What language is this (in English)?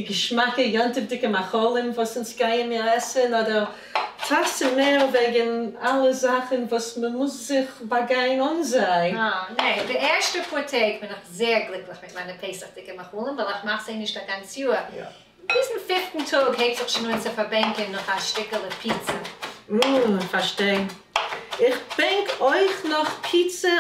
Yiddish